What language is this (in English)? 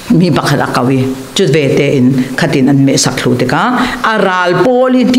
Falam Chin